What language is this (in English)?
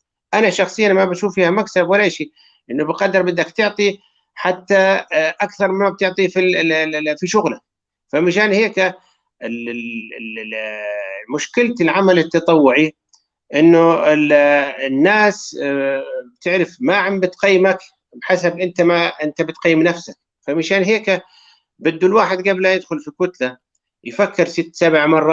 North Levantine Arabic